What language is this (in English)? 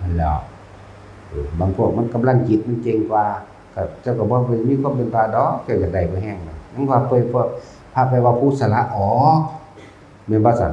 Northeastern Thai